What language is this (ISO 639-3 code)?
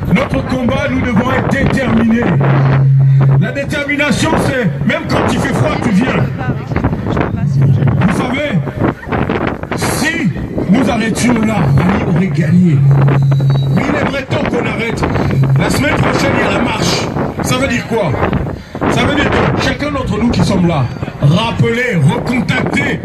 fra